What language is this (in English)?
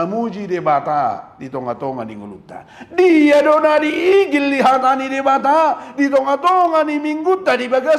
Batak Toba